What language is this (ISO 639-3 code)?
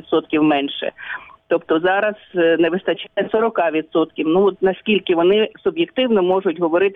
ukr